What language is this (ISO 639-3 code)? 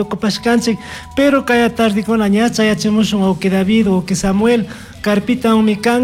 qug